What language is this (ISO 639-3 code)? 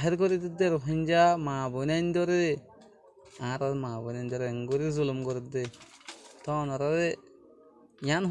rhg